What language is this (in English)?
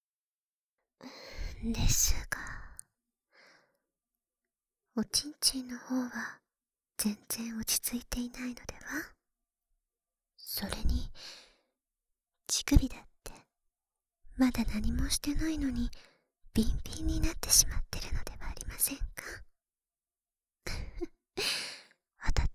Japanese